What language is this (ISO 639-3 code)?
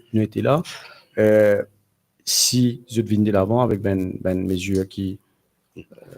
mfe